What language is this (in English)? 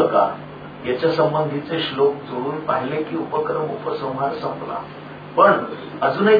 Marathi